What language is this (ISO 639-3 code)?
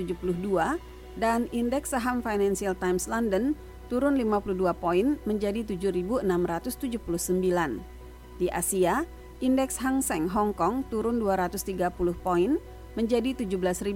ind